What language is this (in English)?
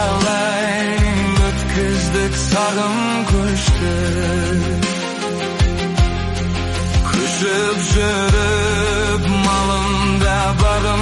Kazakh